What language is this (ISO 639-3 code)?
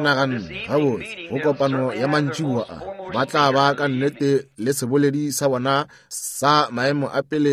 nso